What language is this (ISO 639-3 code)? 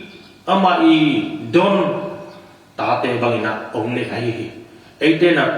ctd